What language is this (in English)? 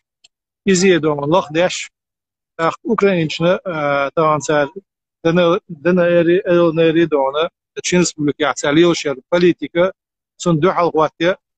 Chechen